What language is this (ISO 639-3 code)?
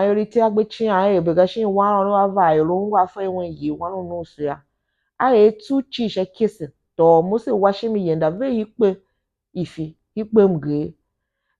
tiv